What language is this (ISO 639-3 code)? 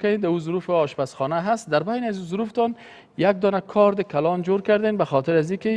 fas